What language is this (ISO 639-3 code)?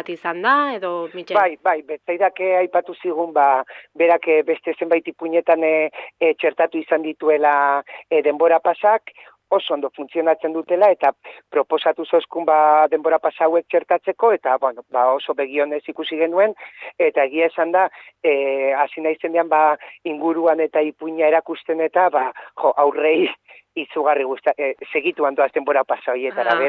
eus